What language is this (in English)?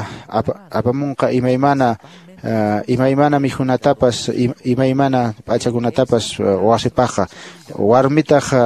Quechua